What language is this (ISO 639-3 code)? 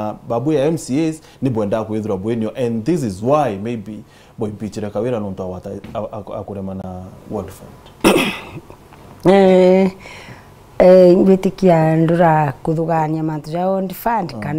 mer